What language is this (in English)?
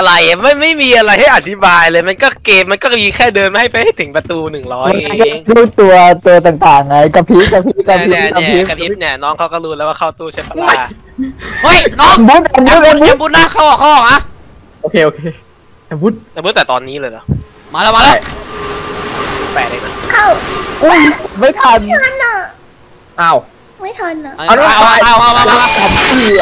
Thai